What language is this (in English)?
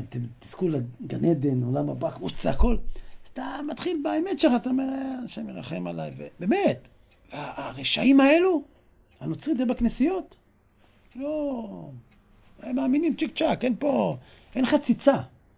Hebrew